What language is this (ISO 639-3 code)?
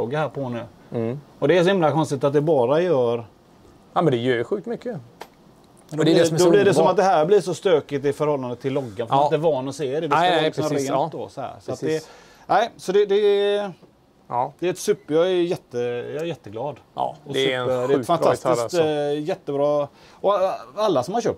swe